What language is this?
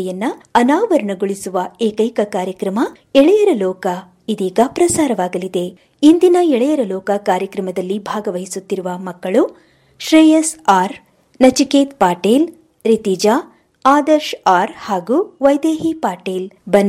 Kannada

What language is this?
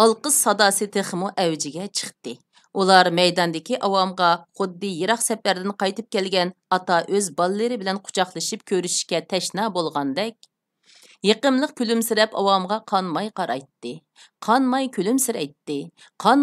Uyghur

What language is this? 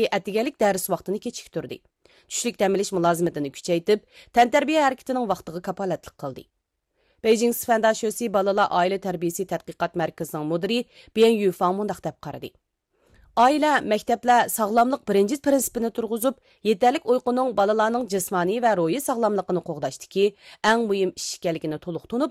Uyghur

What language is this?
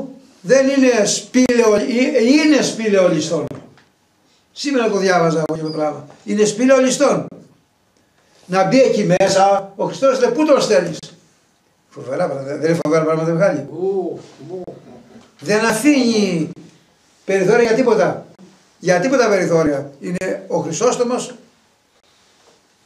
Greek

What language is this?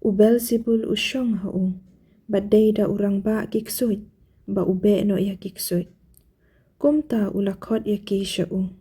Khasi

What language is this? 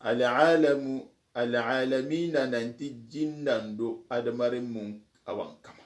Soninke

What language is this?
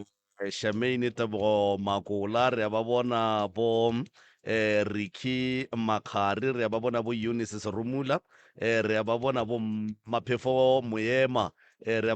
Northern Sotho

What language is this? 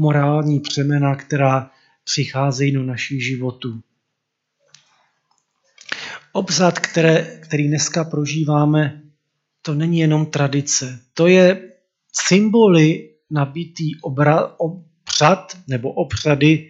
Czech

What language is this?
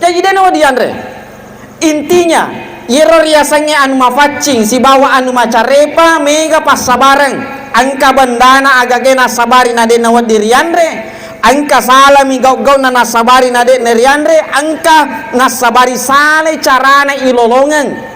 Buginese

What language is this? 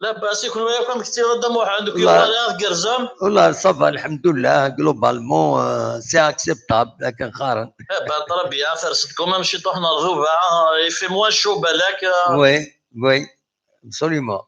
Kabyle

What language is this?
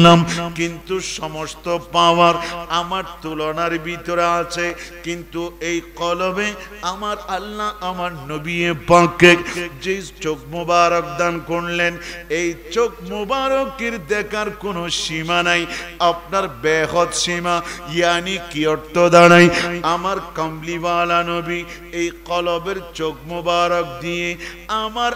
Bangla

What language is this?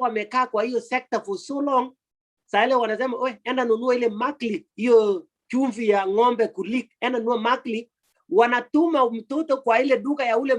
Kalenjin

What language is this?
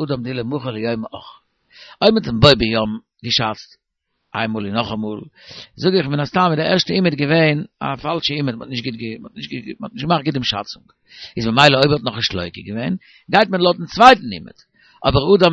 Yiddish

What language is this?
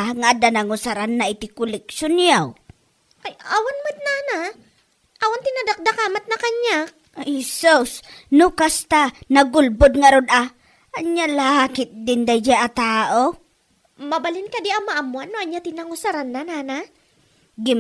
Iloko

